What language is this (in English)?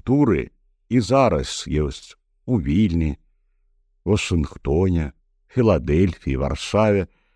Belarusian